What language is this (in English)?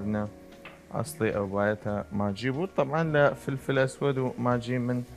Southern Kurdish